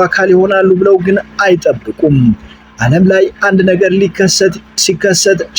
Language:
Amharic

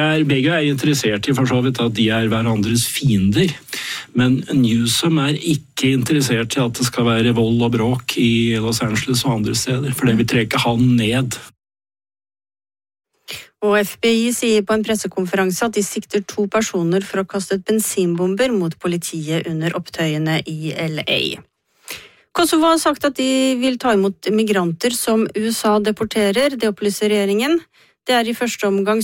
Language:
Norwegian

